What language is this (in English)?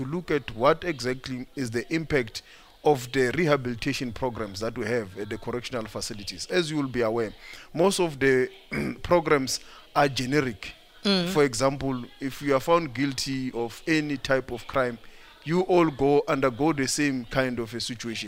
English